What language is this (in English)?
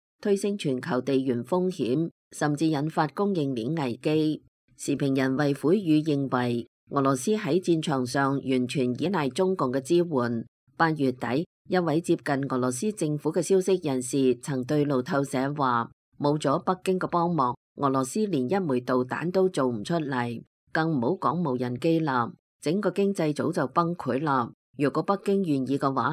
Cantonese